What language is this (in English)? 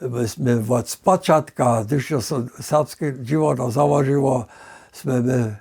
Upper Sorbian